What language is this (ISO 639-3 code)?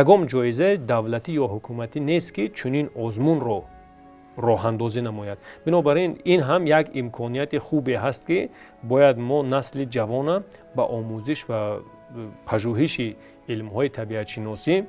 tgk